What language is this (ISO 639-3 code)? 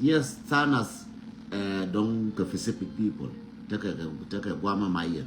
nus